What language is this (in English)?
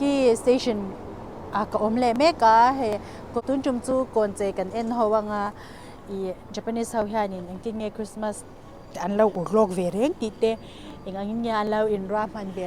Mizo